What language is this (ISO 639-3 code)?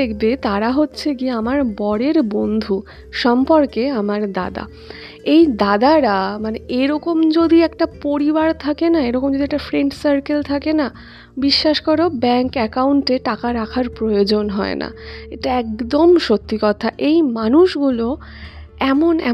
ben